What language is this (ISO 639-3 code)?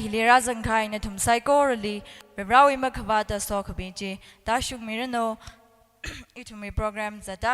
nmf